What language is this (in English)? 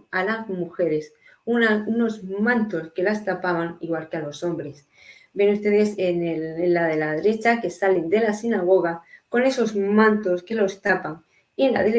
Ladino